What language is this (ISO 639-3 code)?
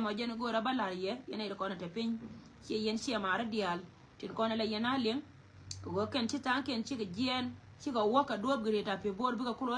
nus